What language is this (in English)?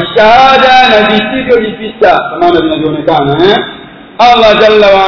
Swahili